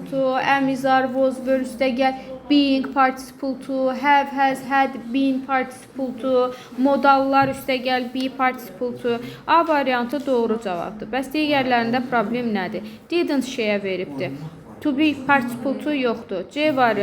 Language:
Azerbaijani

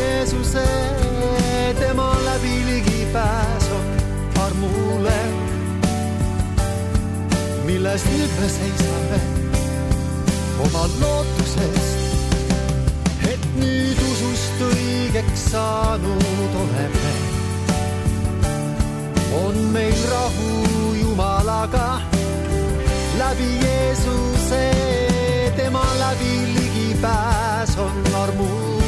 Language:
Estonian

